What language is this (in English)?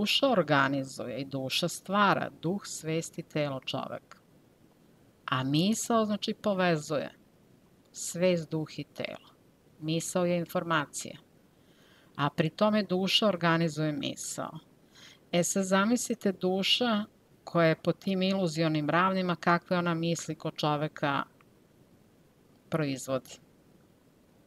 Serbian